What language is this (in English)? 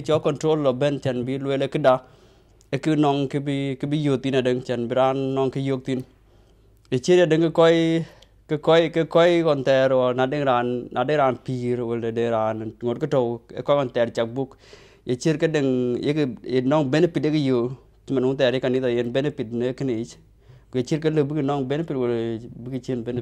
Dinka